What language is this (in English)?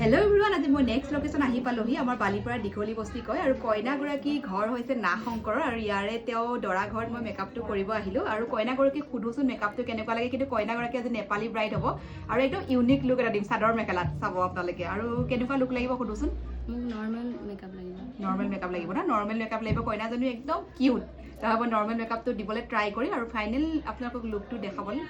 Assamese